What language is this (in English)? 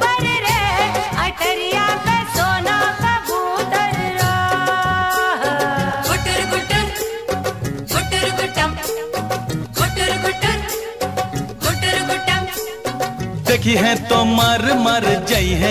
Hindi